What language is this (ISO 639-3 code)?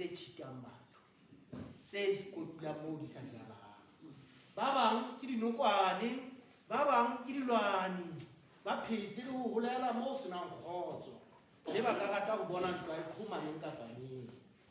sot